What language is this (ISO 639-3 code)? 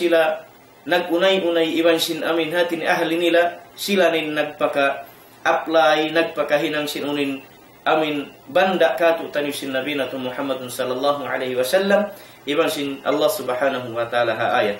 tsg